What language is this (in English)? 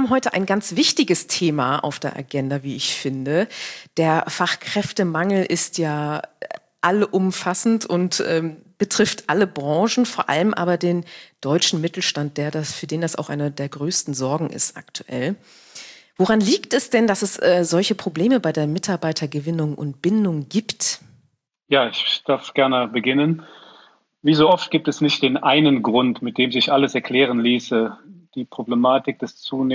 German